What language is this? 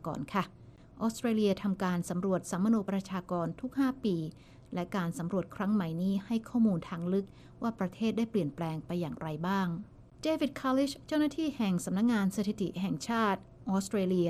Thai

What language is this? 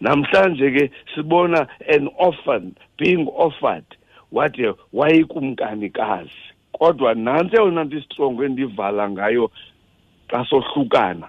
Xhosa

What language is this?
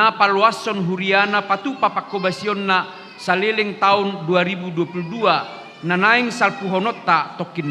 Batak Toba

